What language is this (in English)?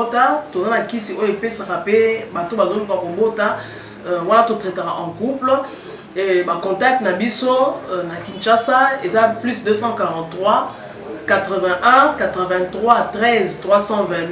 Lingala